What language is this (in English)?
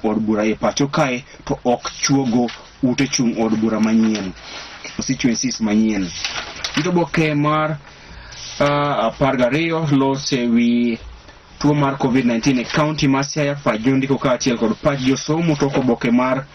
Luo (Kenya and Tanzania)